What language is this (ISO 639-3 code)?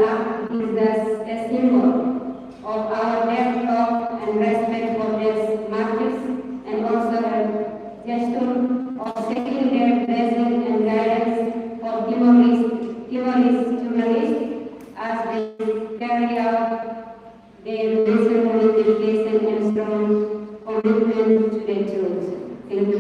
tet